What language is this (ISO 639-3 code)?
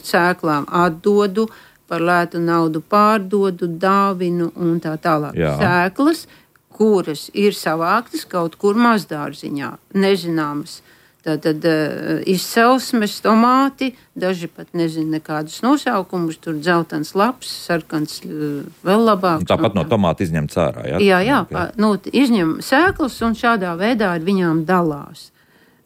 lav